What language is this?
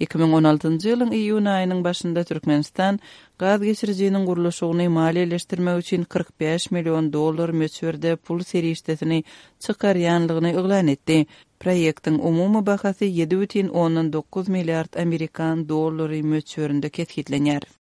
Turkmen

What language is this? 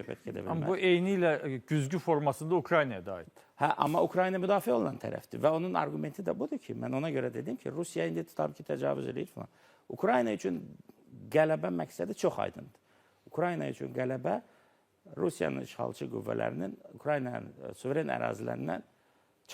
Azerbaijani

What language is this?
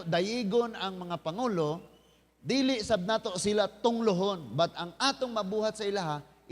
Cebuano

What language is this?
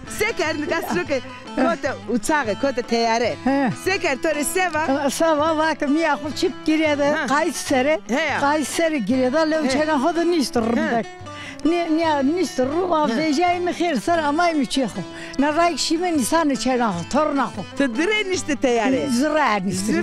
Zaza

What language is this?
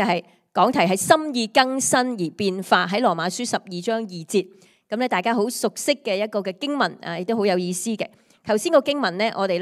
Cantonese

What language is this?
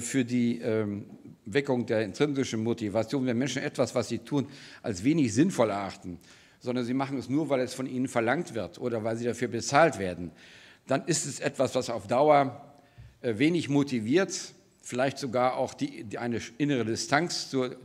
German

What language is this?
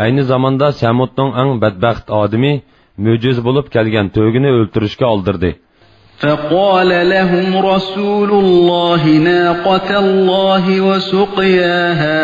Uyghur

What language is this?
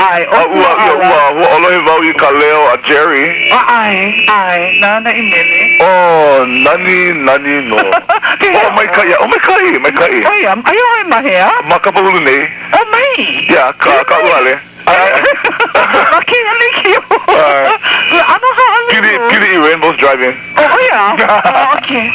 Hawaiian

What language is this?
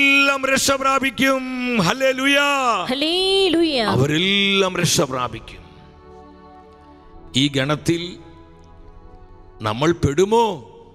Malayalam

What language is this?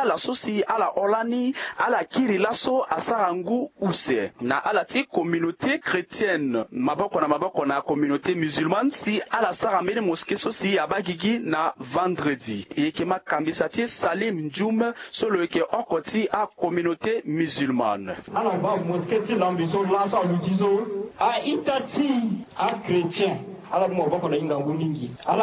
Sango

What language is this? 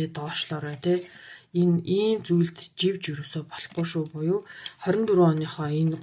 Mongolian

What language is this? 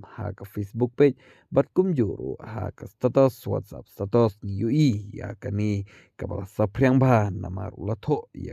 Khasi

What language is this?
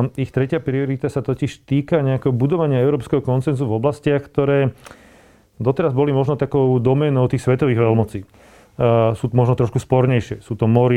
Slovak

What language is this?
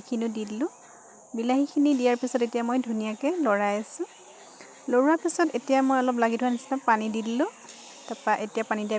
Assamese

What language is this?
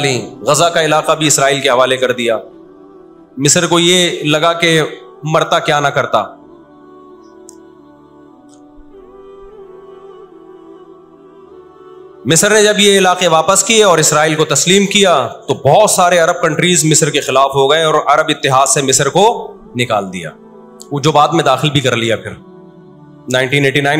Urdu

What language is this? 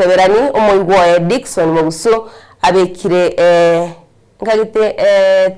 Gusii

